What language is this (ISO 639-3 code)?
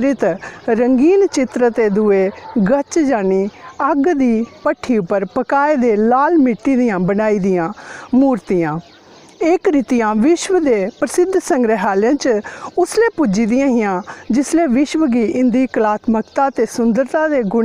doi